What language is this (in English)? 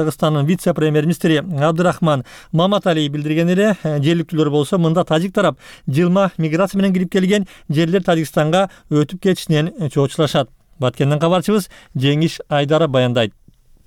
Kyrgyz